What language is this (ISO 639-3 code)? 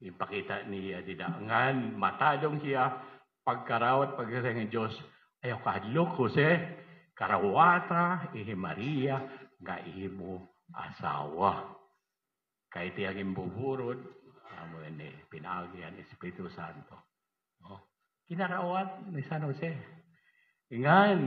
war